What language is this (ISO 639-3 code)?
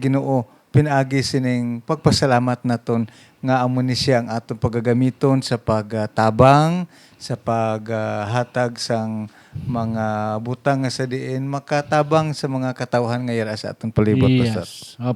hil